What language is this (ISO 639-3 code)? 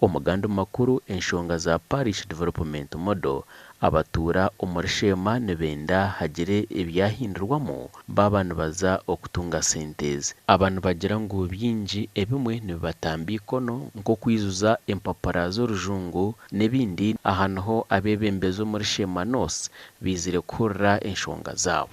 nyn